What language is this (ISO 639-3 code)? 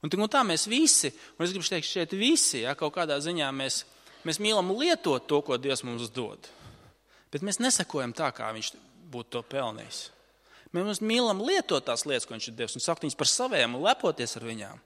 lav